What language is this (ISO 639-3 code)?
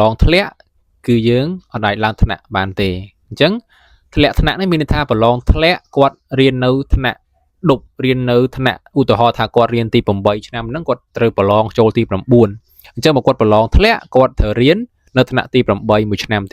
khm